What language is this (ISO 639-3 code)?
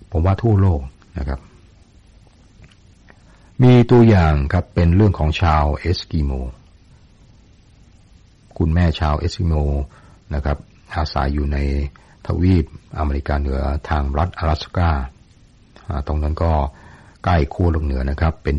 tha